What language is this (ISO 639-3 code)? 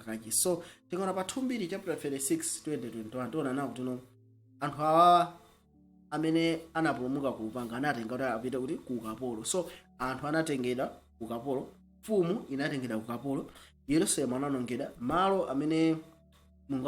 nya